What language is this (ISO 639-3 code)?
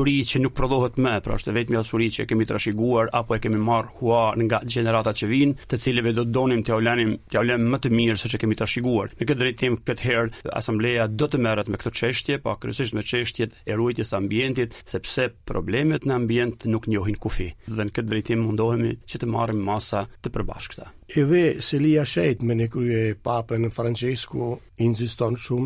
sqi